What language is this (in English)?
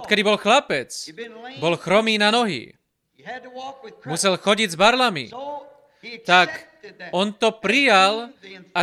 Slovak